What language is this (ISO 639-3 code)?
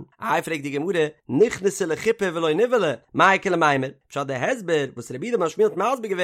yid